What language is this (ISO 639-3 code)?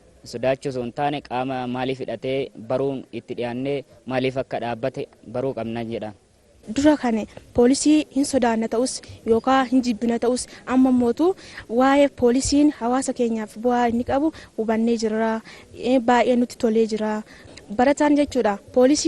orm